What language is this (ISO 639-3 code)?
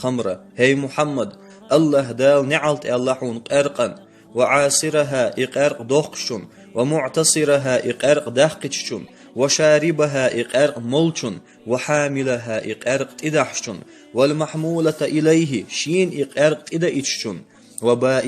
che